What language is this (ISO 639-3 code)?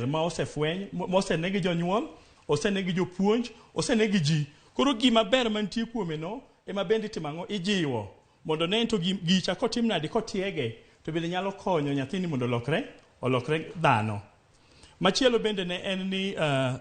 luo